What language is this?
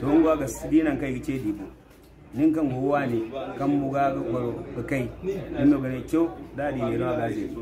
Zarma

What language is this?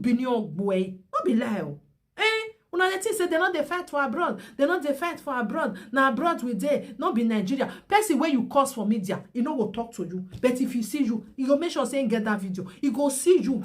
Nigerian Pidgin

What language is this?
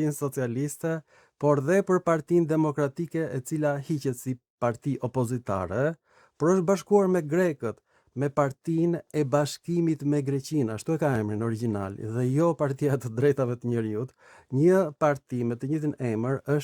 Albanian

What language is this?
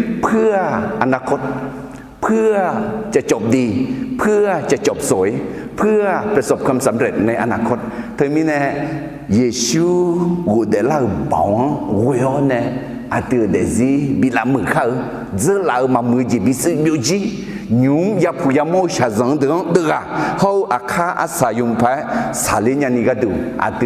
Akha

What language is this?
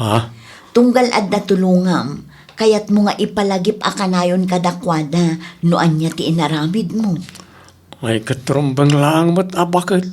Iloko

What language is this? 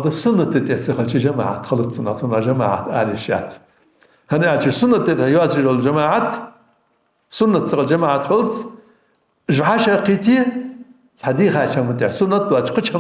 Ingush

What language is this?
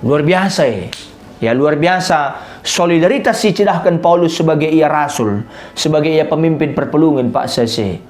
Batak Karo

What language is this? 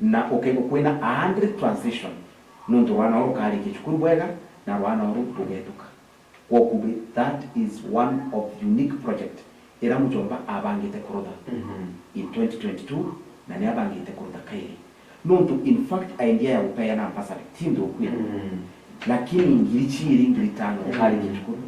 Meru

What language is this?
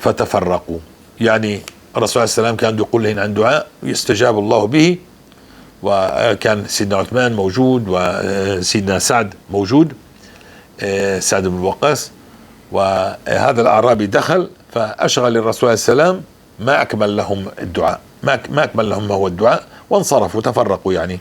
North Levantine Arabic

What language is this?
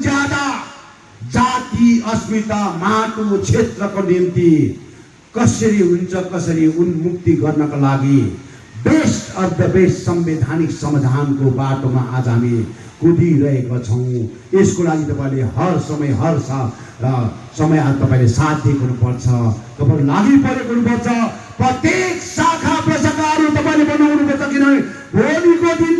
Nepali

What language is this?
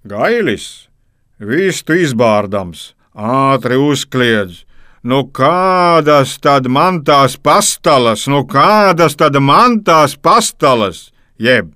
Latvian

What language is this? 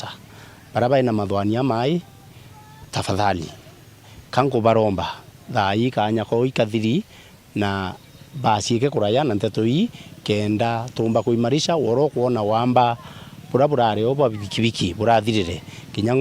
Meru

